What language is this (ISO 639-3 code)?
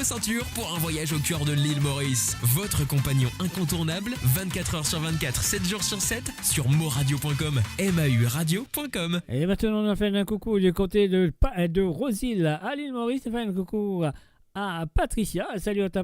mfe